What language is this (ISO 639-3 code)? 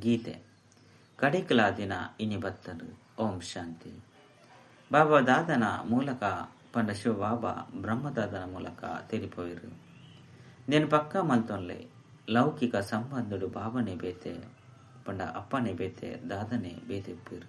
tcy